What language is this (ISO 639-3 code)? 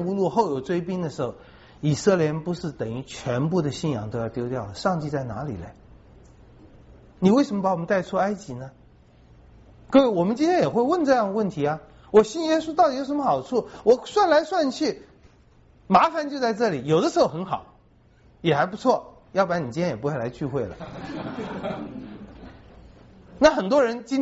zho